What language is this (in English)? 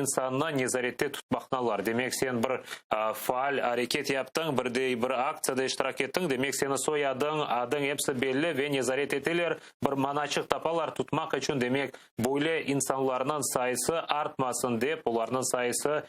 Crimean Tatar